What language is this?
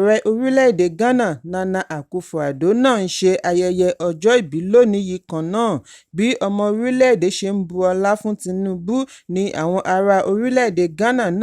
Yoruba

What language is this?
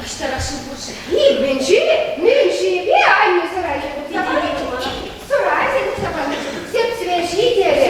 Chuvash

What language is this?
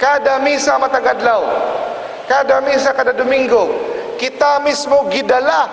Cebuano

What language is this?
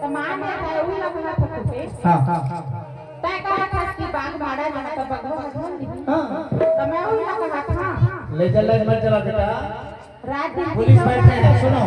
Chhattisgarhi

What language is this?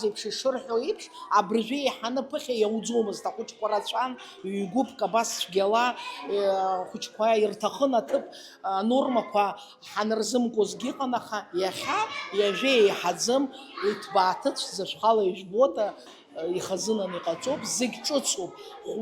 Abkhazian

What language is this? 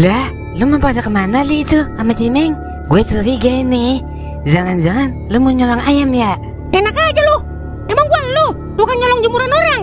Betawi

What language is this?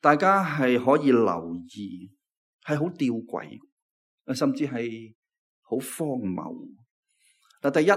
Cantonese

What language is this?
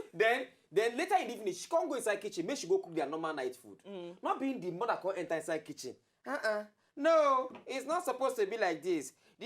Nigerian Pidgin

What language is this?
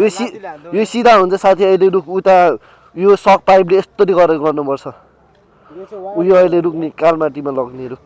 Nepali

